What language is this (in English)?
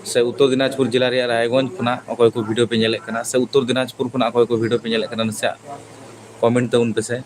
Santali